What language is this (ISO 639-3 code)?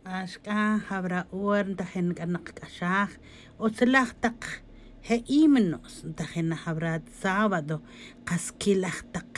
tzj